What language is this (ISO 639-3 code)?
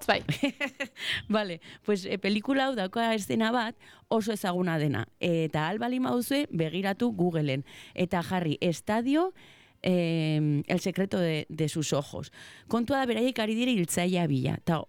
eus